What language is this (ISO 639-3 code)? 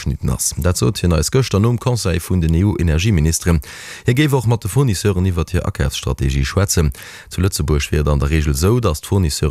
ltz